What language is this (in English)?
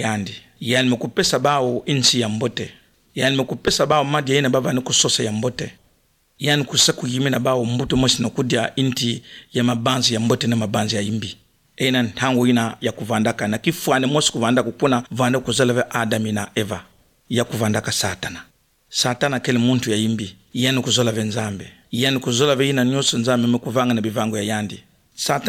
Kituba (Democratic Republic of Congo)